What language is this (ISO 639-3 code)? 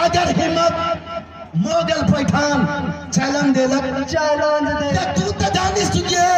mai